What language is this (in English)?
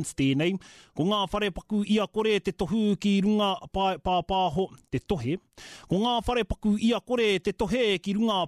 Māori